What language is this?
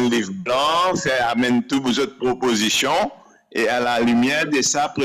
Morisyen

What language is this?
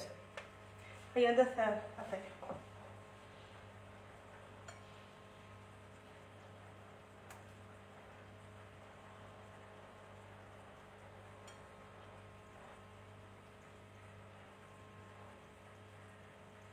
Algerian Arabic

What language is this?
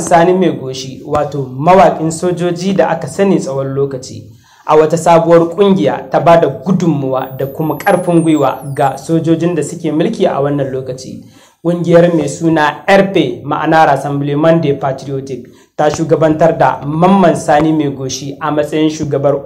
Hausa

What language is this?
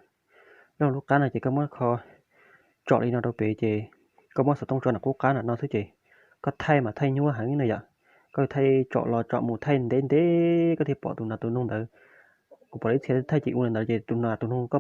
Hmong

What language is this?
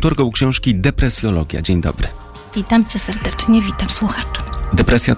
Polish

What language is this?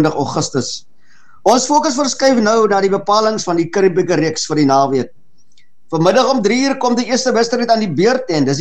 Afrikaans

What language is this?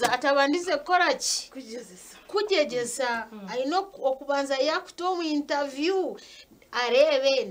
Nyankole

